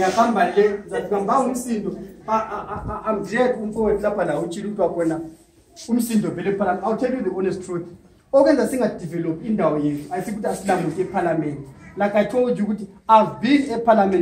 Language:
North Ndebele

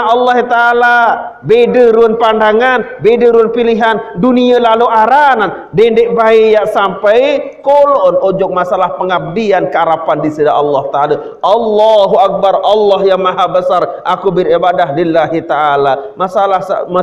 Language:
Sasak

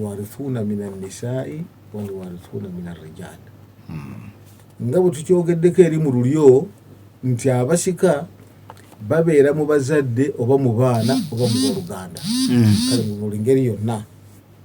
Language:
Ganda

